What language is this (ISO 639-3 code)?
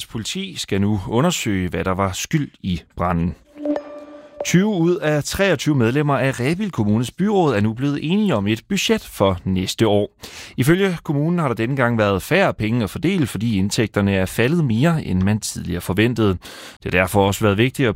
dan